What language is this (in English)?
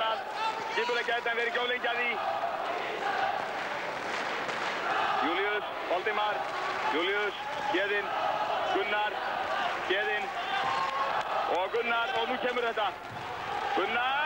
Icelandic